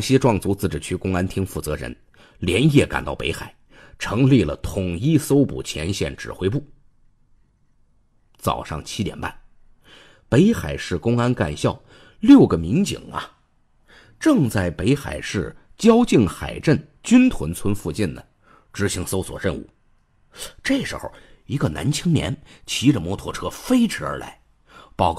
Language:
Chinese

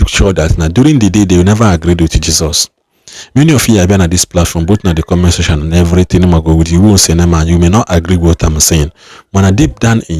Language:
Igbo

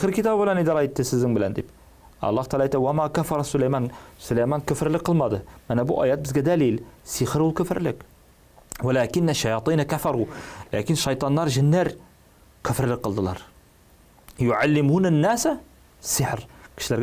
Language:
Tatar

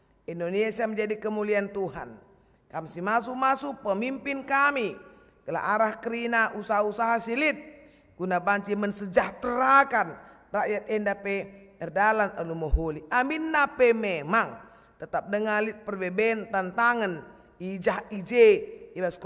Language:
Batak Karo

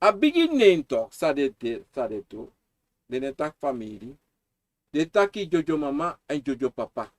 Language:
Sranan Tongo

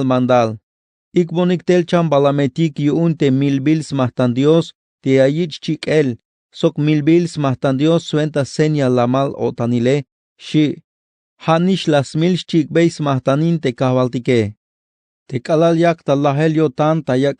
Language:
Tzeltal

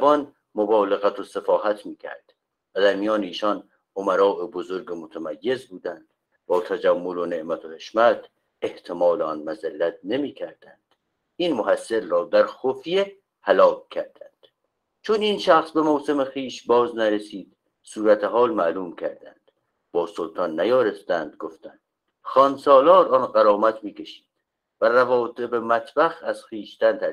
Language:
Persian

